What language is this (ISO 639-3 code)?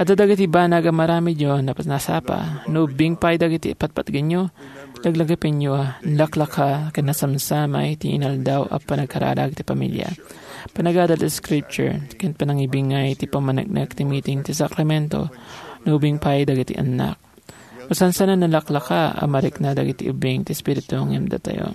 ilo